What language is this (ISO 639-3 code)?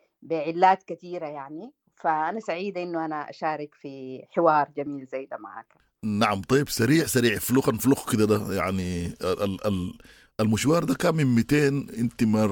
apd